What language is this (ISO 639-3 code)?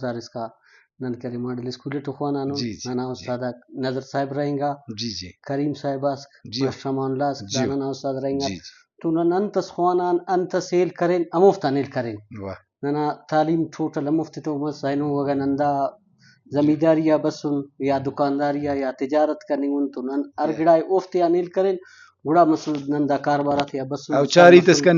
brh